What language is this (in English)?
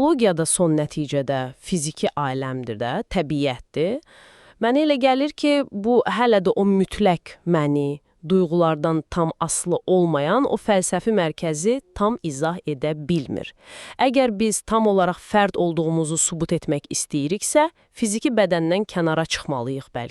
Azerbaijani